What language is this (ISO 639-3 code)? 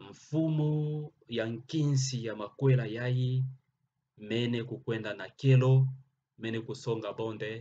ktu